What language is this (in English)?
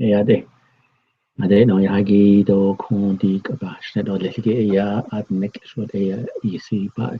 Navajo